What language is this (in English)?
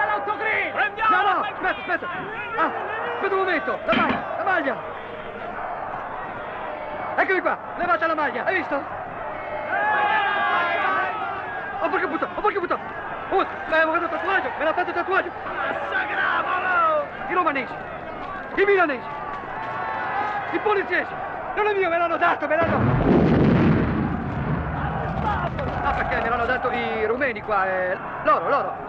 Italian